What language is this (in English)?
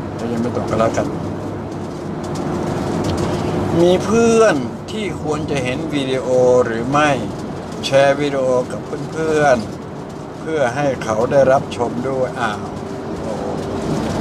Thai